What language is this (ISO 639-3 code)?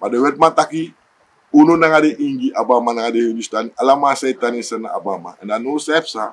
srn